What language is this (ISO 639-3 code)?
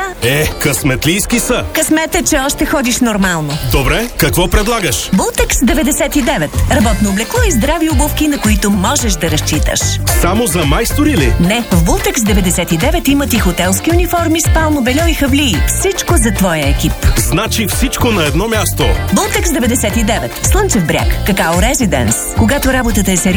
bul